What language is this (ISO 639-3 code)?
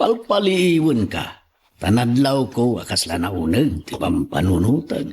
ilo